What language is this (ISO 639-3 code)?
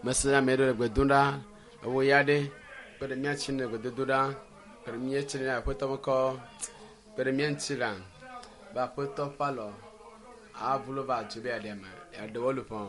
ewe